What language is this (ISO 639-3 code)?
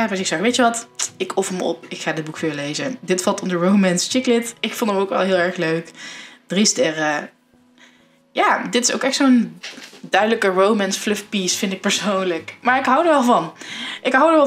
nld